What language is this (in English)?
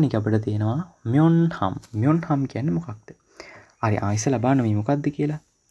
Sinhala